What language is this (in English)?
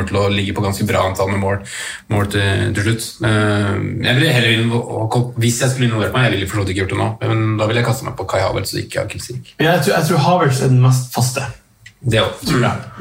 Norwegian